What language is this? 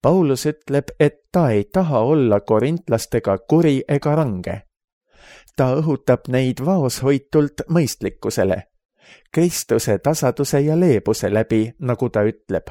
Estonian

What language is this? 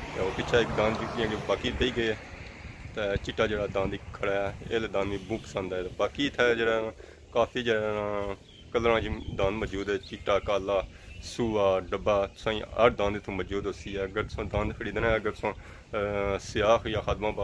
Pahari-Potwari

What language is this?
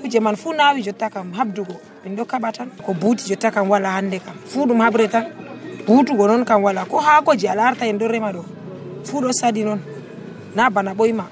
Nigerian Fulfulde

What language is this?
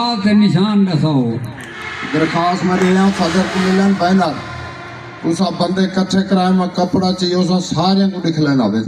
Saraiki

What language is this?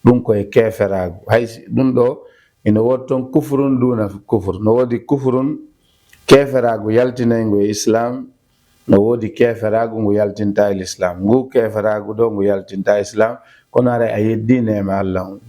Fula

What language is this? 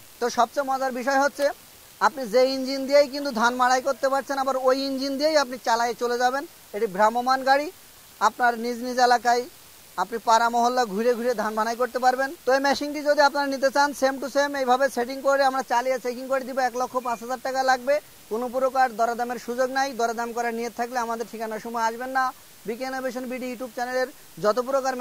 Bangla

